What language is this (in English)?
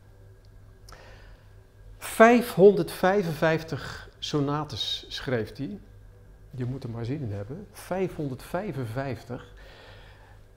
Dutch